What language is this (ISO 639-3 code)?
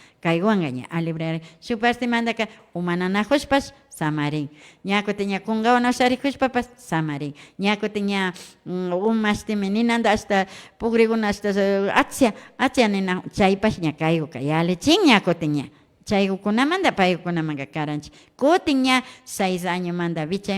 qvi